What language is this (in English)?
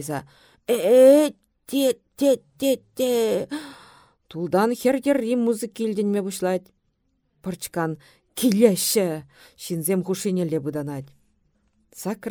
Chuvash